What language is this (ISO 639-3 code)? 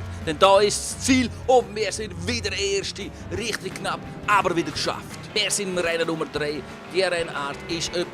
gsw